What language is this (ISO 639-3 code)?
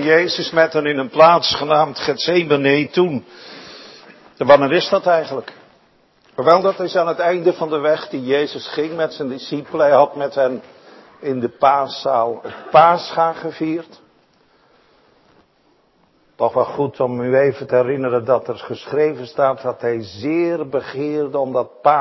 nld